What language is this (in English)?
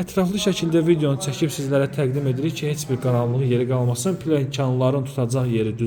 Azerbaijani